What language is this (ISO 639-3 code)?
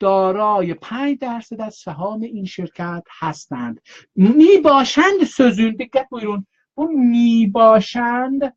azb